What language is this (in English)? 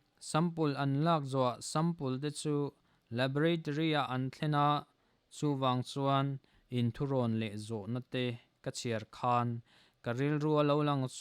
Mizo